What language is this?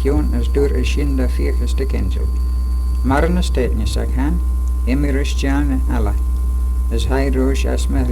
Manx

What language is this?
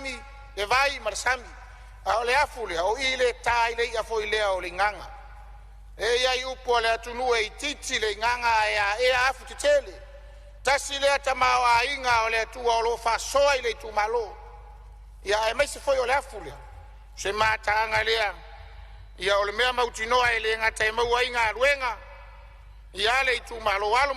Samoan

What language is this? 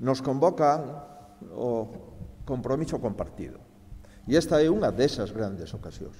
Galician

